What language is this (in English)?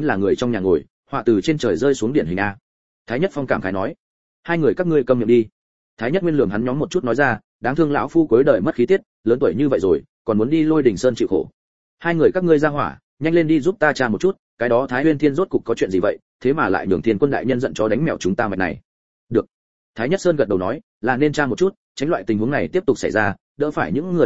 Vietnamese